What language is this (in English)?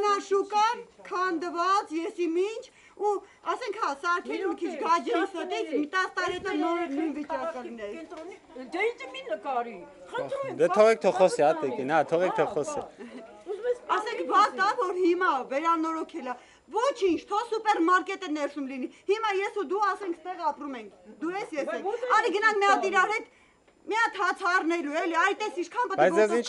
Armenian